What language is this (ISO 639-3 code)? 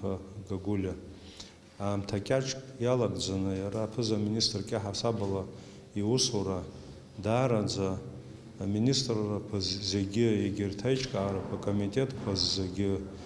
abk